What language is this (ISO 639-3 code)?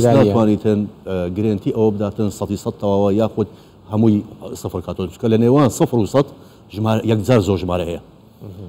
ckb